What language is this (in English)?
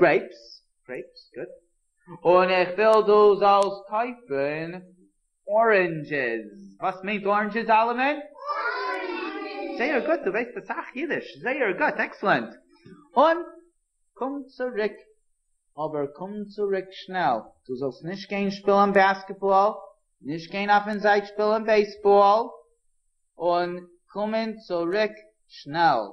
Yiddish